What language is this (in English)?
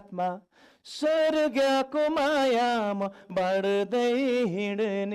Nepali